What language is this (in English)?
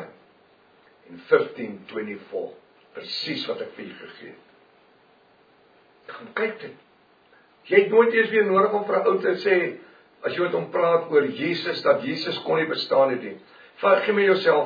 Afrikaans